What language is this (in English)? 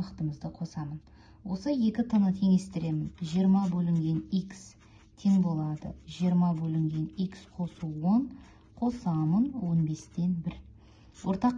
Kazakh